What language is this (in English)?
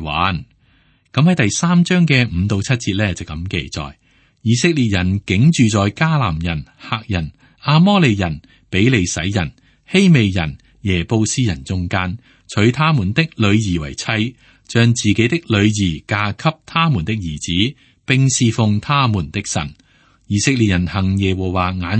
Cantonese